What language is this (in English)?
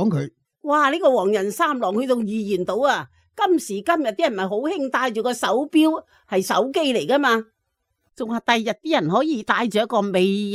Cantonese